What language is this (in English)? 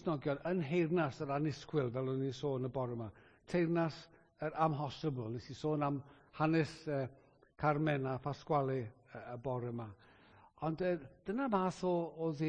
Welsh